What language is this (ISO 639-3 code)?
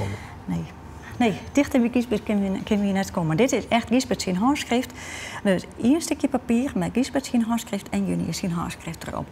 fry